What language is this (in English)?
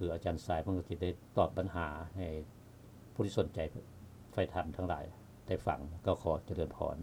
Lao